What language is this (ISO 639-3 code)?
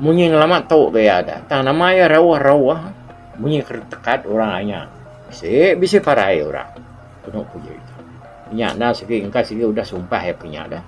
iba